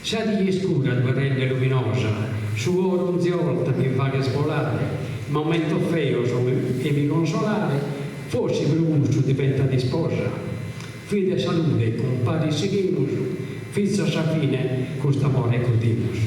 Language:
Sardinian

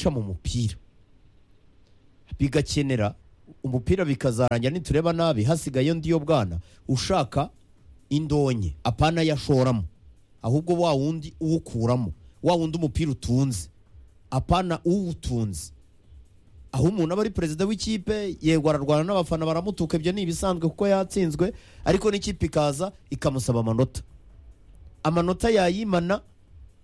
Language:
Kinyarwanda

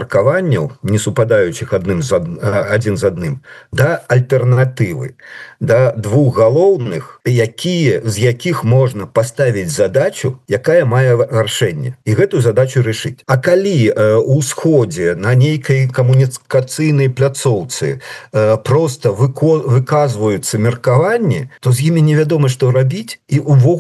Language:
Belarusian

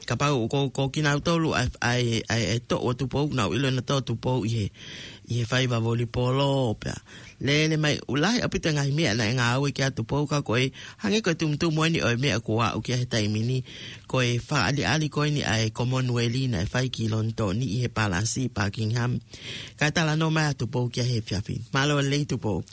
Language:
Tongan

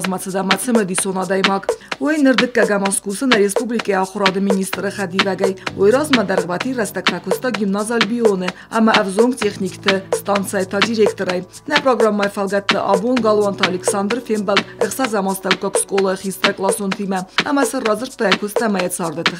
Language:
Ossetic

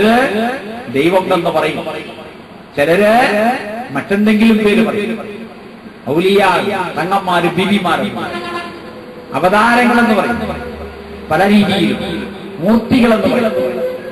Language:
Malayalam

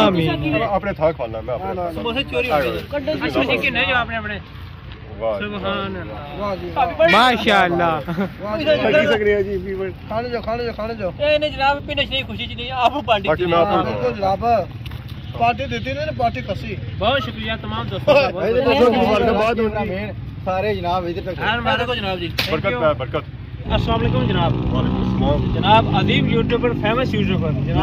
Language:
Pahari-Potwari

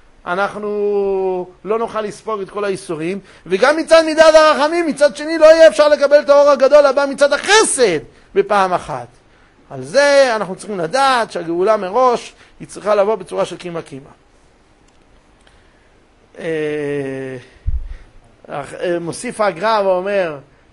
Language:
Hebrew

